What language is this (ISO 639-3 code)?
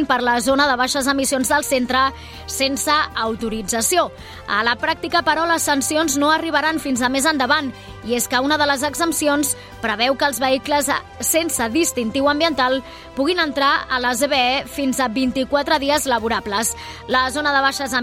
cat